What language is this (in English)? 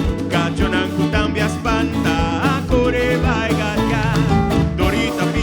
Papiamento